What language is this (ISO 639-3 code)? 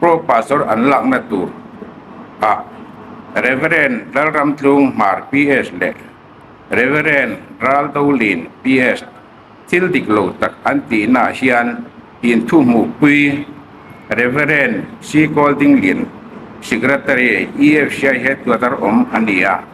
hmr